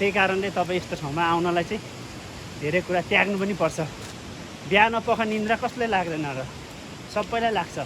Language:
Nepali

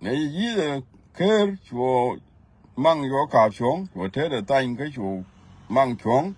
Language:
Nuer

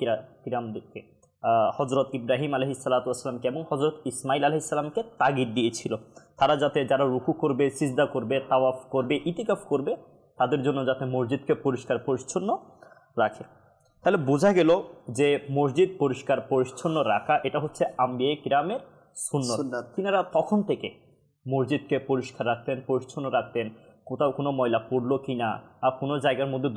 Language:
Bangla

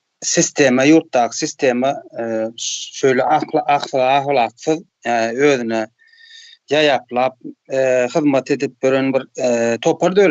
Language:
Turkmen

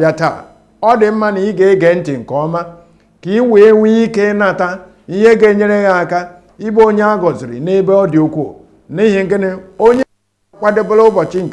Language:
Igbo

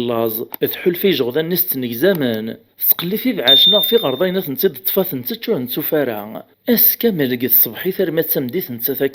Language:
Kabyle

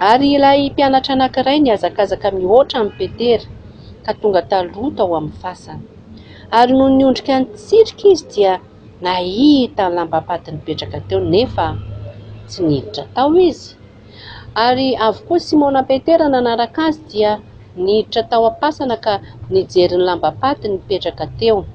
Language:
Malagasy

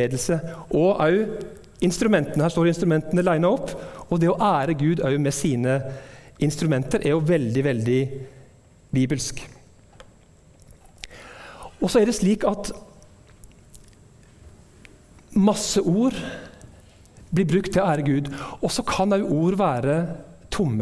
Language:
Norwegian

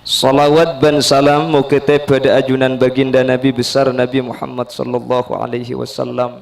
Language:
Madurese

